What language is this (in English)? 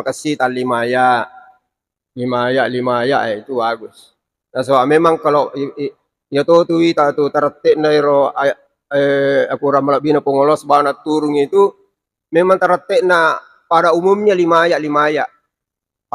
Buginese